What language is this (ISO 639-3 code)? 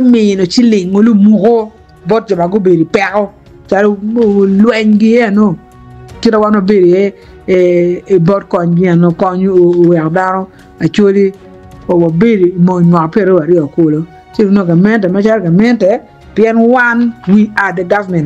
ach